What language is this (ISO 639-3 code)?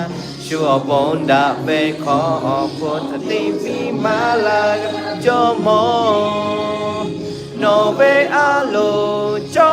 lhu